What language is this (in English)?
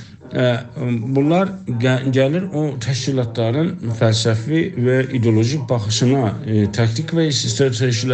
South Azerbaijani